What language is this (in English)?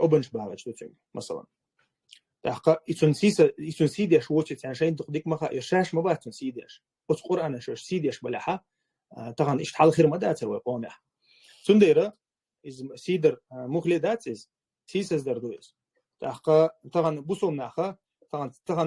Chechen